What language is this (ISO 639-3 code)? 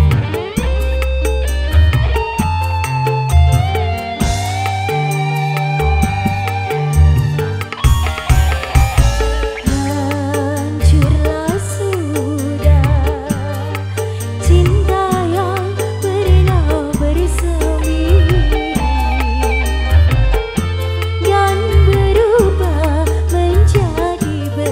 ind